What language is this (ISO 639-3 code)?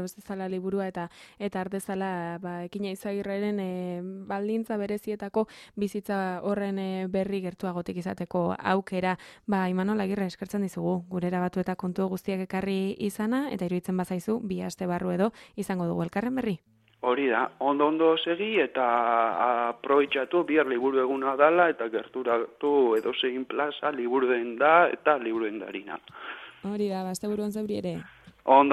eus